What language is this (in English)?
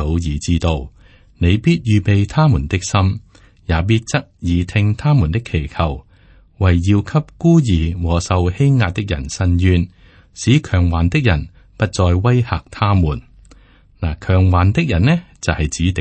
Cantonese